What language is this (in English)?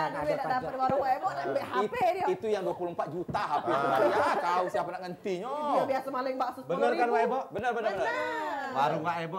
Musi